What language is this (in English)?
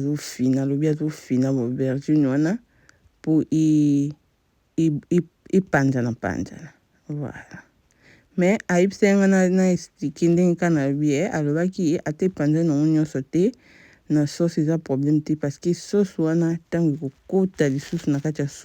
Lingala